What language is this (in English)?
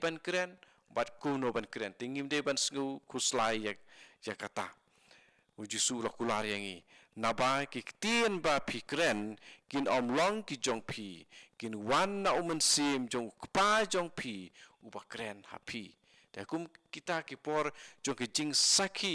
Khasi